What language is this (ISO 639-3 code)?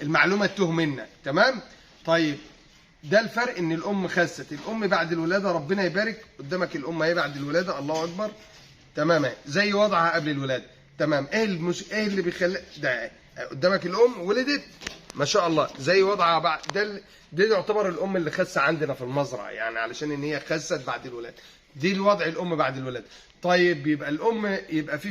arz